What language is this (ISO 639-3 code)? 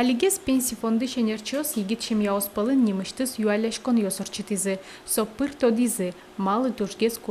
udm